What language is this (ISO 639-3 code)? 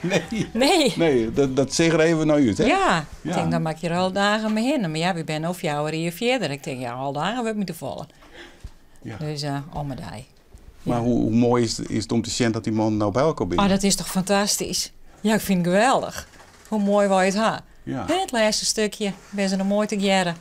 fry